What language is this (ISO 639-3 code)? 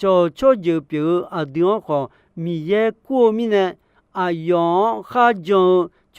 ahk